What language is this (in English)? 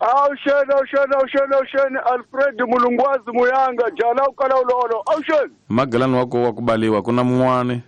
Tsonga